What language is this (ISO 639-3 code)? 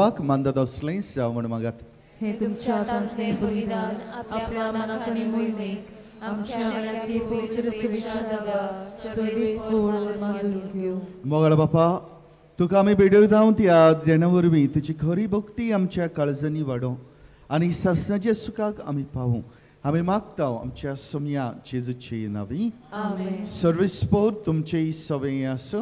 kok